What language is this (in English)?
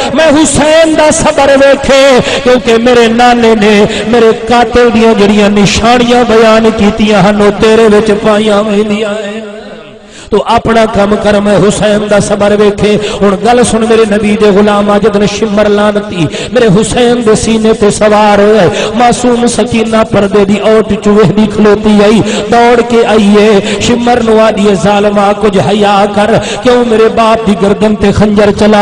Saraiki